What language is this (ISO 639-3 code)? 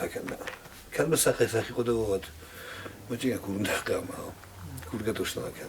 oss